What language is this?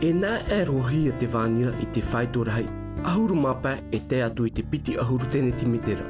Tahitian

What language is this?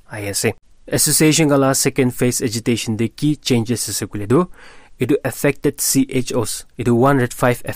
Naga Pidgin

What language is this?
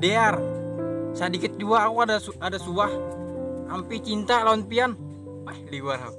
Banjar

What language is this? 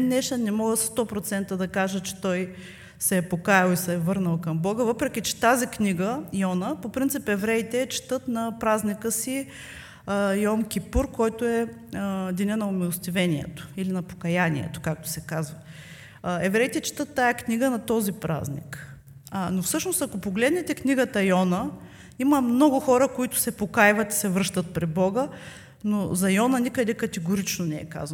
Bulgarian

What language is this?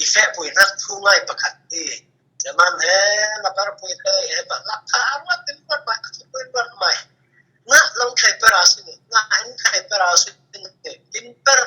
Falam Chin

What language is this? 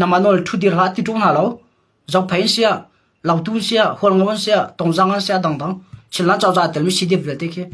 Hakha Chin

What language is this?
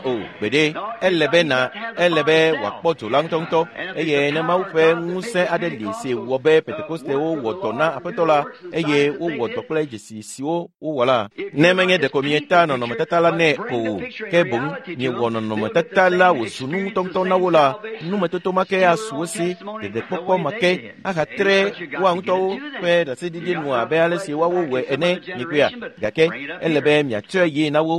Ewe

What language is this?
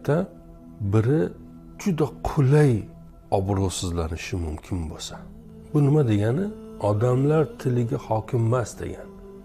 Uzbek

